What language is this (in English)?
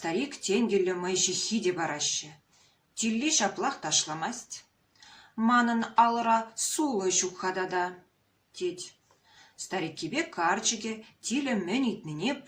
Chuvash